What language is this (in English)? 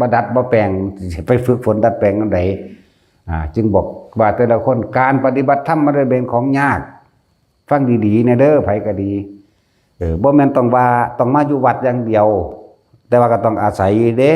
Northeastern Thai